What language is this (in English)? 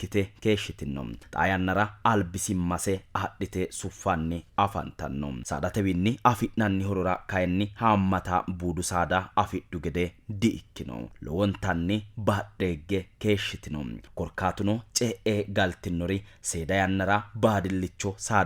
Sidamo